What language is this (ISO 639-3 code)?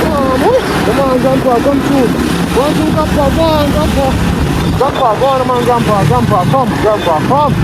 jam